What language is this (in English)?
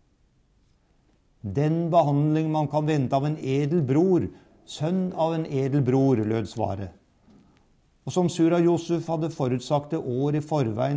Norwegian